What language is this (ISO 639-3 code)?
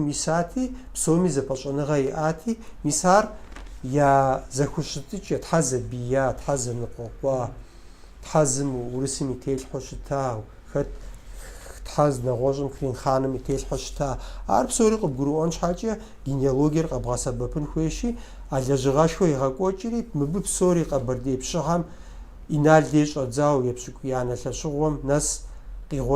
kbd